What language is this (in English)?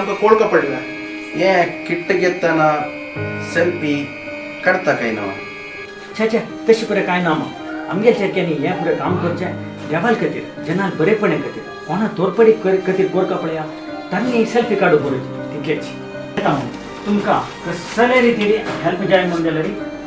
Konkani